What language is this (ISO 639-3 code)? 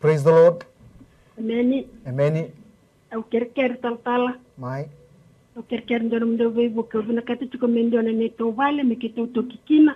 fij